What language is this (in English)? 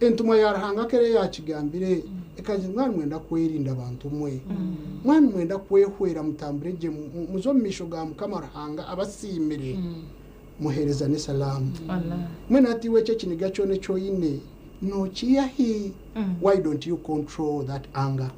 Nyankole